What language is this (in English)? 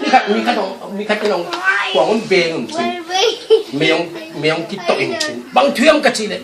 Tedim Chin